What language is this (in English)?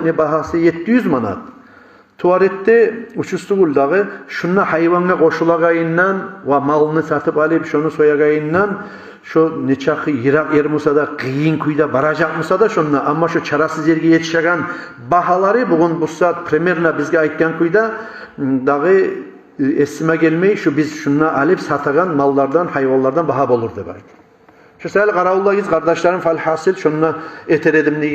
Kumyk